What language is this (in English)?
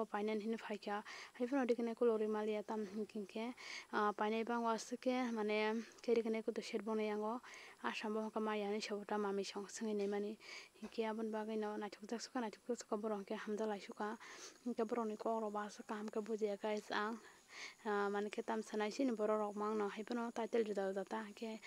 Kok Borok